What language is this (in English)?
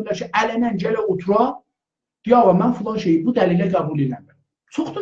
South Azerbaijani